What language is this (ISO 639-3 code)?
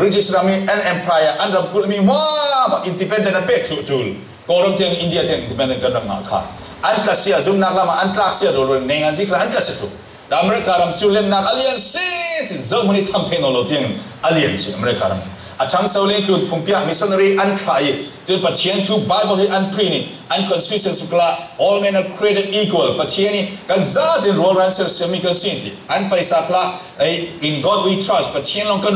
cfm